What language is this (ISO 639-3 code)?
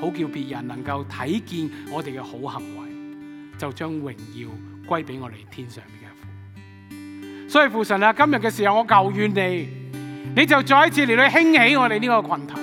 yue